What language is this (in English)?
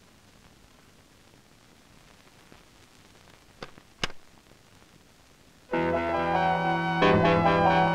Malayalam